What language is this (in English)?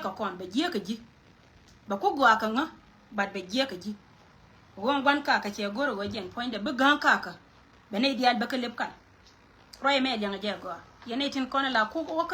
Nuer